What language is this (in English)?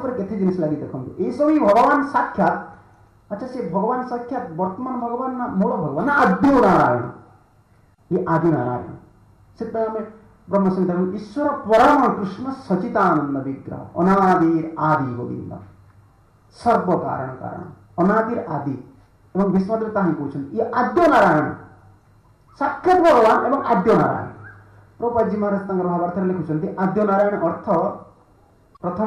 Odia